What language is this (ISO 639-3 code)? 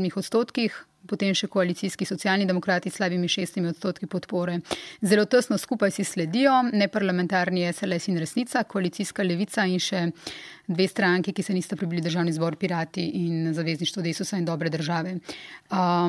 slv